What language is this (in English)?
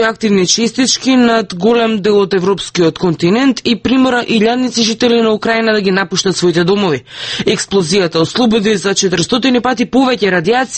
Macedonian